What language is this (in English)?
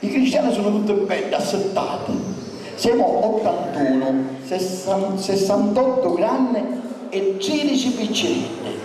Sicilian